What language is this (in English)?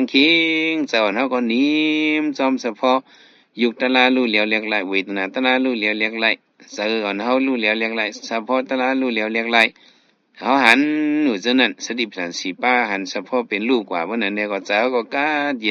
Shan